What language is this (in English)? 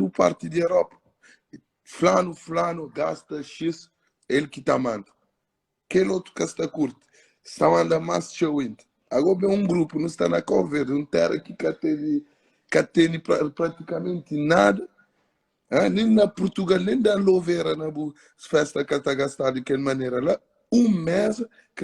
Kabuverdianu